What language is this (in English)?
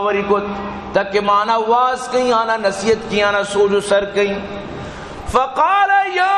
Baluchi